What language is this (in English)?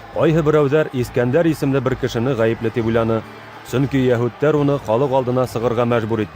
Bashkir